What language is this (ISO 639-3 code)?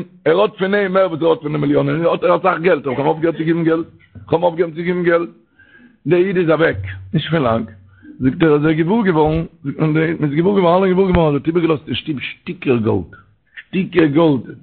yid